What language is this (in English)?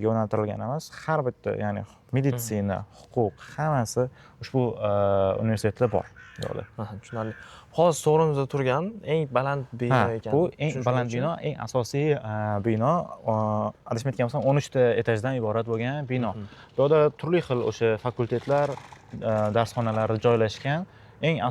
Uzbek